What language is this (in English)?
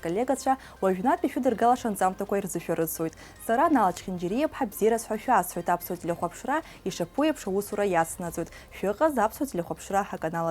Abkhazian